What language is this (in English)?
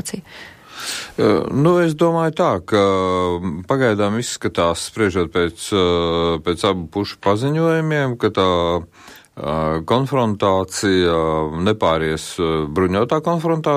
Latvian